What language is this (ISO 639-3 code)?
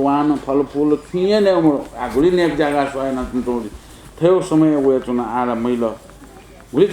new